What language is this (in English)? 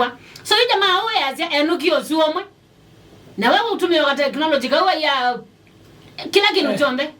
Kamba